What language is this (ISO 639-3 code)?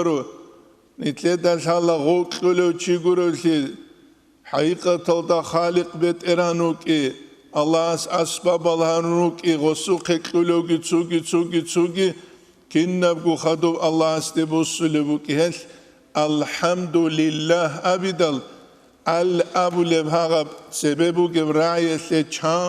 ava